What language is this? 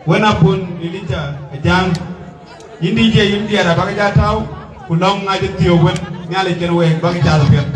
Dinka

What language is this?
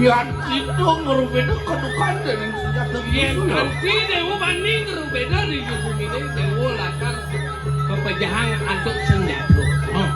Balinese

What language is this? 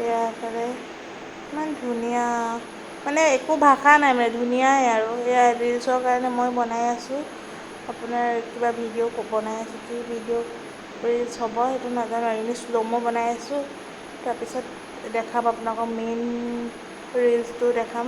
Assamese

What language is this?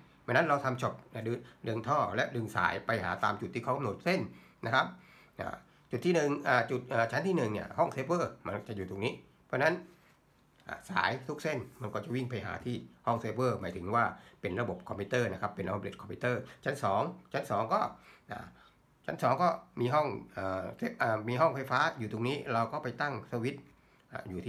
Thai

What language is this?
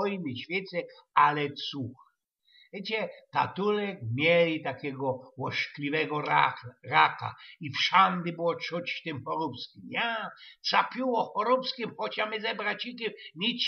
Silesian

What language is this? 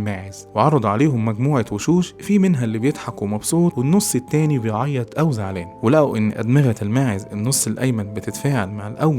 Egyptian Arabic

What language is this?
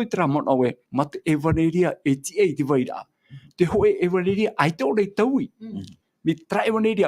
Tahitian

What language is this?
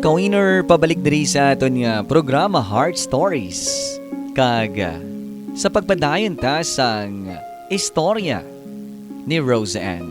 Hiligaynon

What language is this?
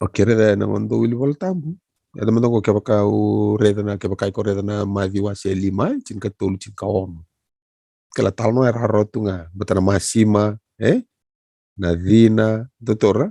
Fijian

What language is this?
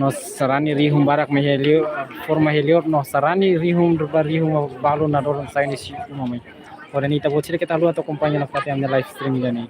Tetum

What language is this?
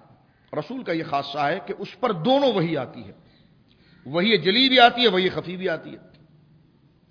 Urdu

